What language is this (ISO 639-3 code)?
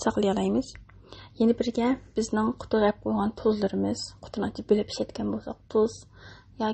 uig